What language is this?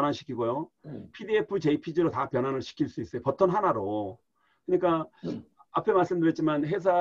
Korean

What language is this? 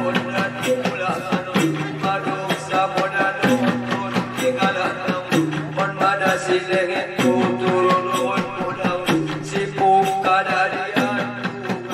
Batak Angkola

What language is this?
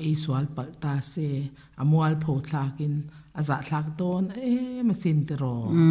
Mizo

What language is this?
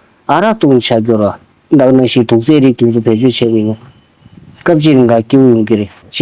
Tibetan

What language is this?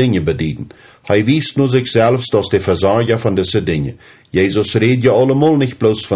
Plautdietsch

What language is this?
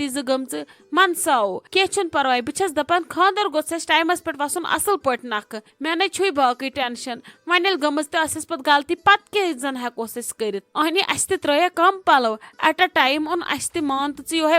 Kashmiri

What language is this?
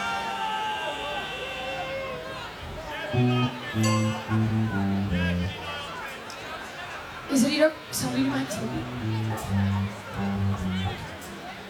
Dutch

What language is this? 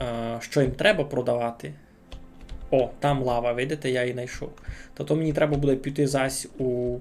Rusyn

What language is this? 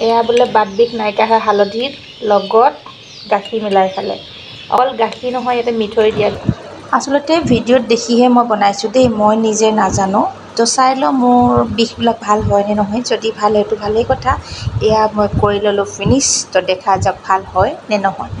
Assamese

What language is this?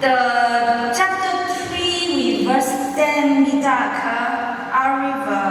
Tangkhul Naga (India)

